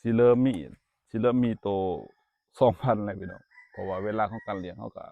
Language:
Lao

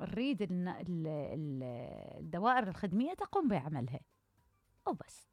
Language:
Mesopotamian Arabic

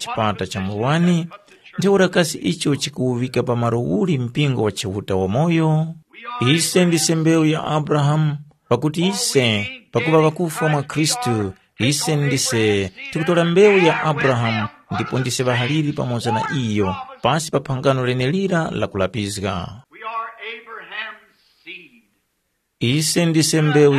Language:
Tumbuka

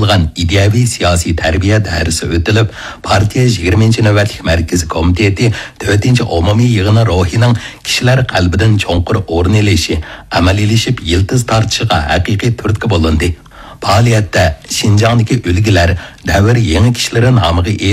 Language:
Uyghur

